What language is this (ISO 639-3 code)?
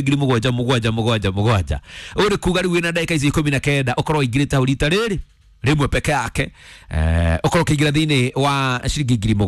kik